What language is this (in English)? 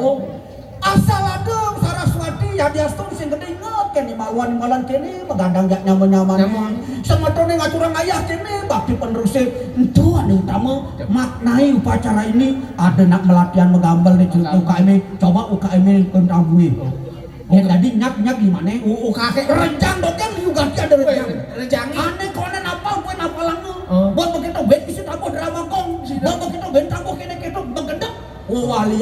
Balinese